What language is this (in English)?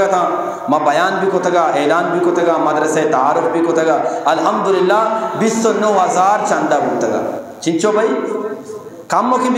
Eastern Balochi